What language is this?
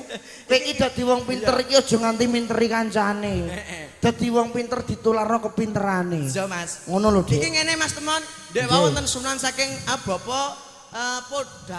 Javanese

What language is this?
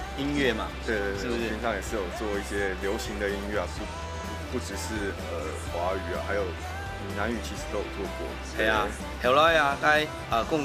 Hakka Chinese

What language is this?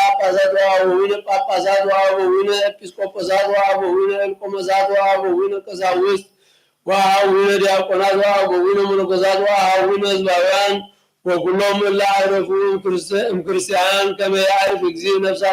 Geez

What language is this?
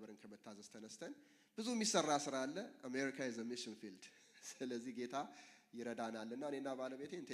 Amharic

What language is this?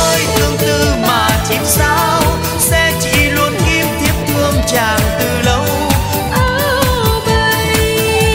Vietnamese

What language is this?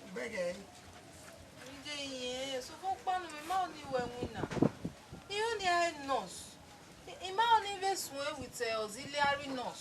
Bini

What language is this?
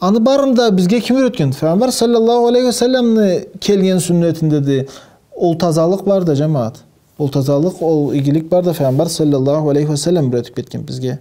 Karachay-Balkar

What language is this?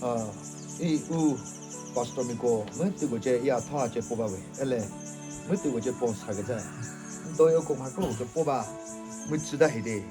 Chokri Naga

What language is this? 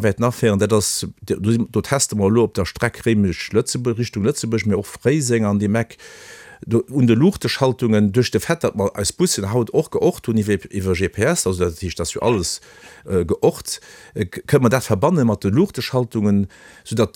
Luxembourgish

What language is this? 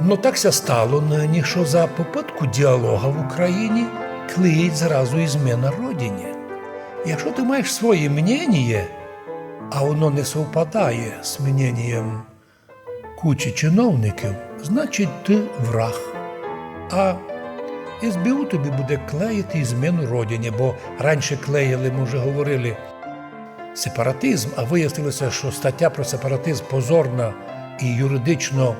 Rusyn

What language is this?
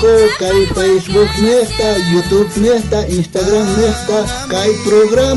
South Bolivian Quechua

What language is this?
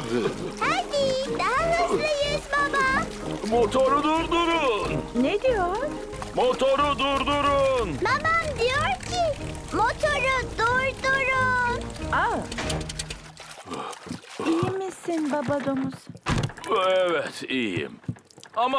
Turkish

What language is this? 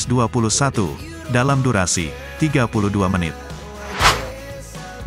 Indonesian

